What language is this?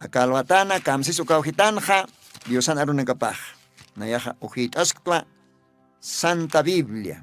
Aymara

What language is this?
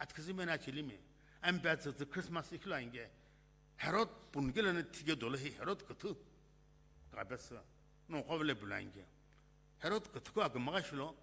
Sumi Naga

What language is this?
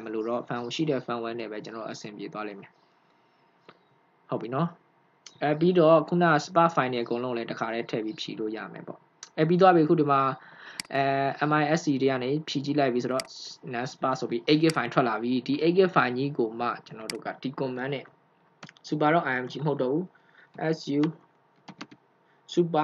Burmese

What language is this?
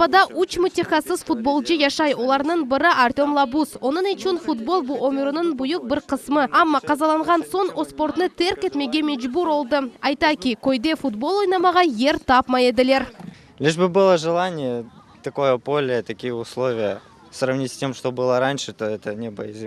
Crimean Tatar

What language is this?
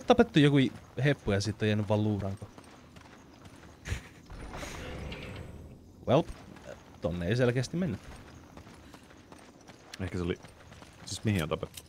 Finnish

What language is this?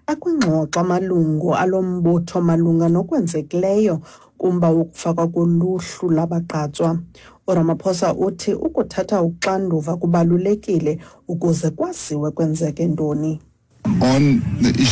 Xhosa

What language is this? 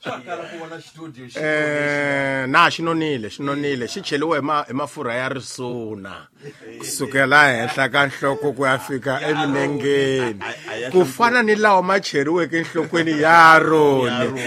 Tsonga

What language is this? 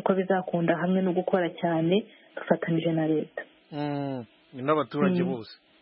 Kinyarwanda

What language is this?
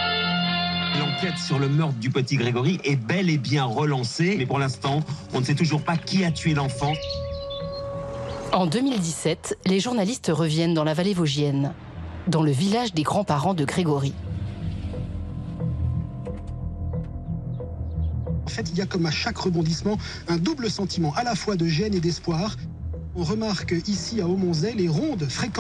French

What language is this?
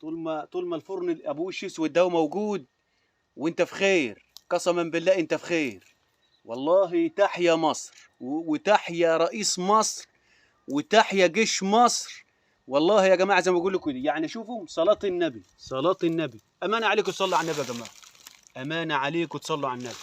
Egyptian Arabic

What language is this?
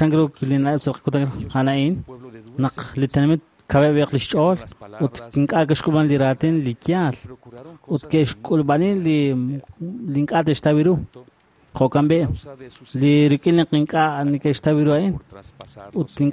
Kekchí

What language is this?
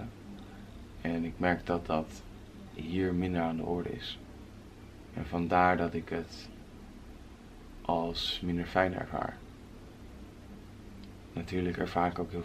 Dutch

